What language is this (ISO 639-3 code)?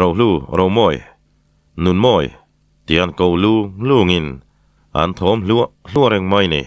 lus